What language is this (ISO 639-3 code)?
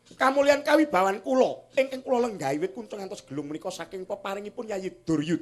jav